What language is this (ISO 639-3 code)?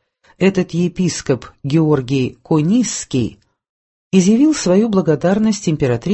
rus